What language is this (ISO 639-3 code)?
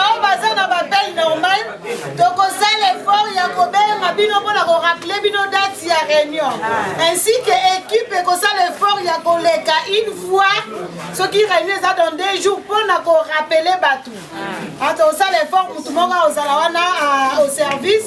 lin